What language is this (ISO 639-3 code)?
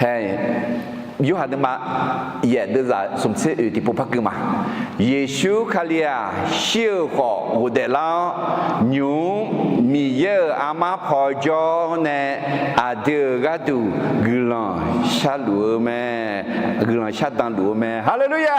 ahk